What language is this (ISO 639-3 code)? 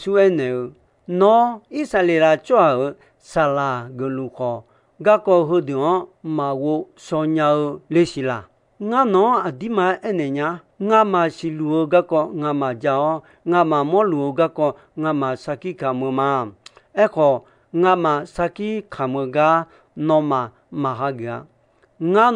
ahk